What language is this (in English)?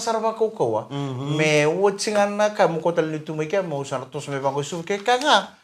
Fijian